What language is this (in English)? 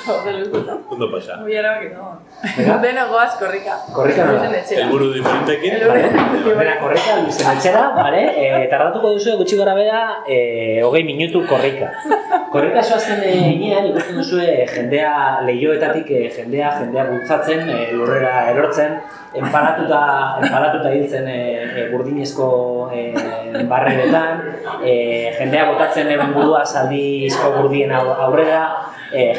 Basque